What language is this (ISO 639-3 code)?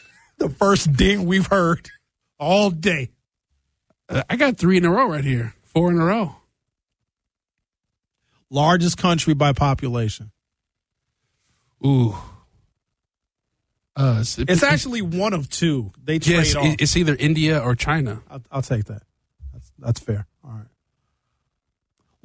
eng